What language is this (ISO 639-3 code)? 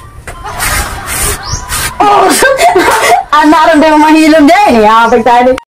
fil